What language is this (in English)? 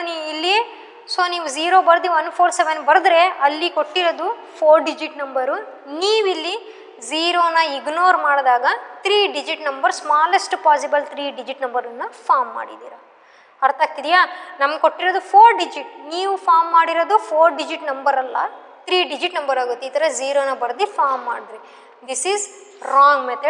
Kannada